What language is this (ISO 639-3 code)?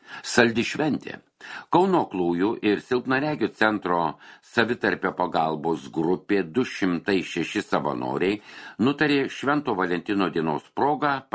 lit